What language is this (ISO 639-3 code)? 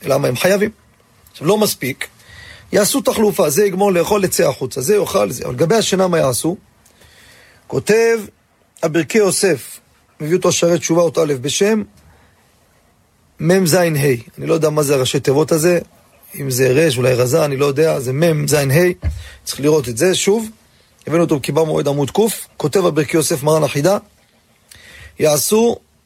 heb